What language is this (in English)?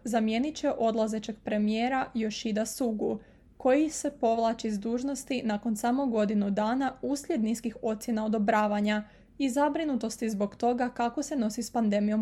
Croatian